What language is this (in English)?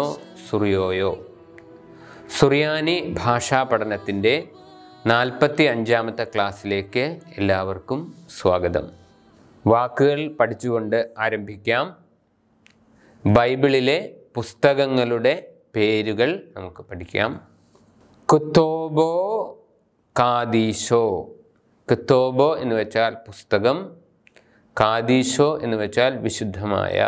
Malayalam